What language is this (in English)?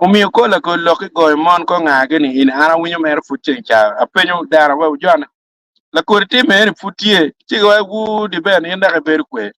Acoli